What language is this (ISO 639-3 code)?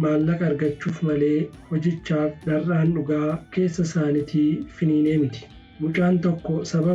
orm